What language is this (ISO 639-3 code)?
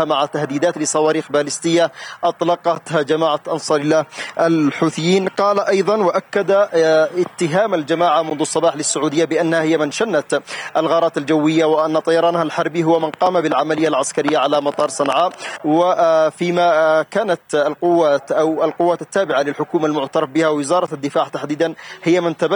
ara